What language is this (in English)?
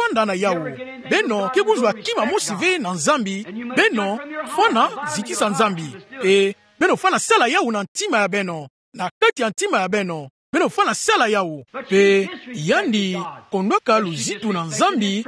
Kituba (Democratic Republic of Congo)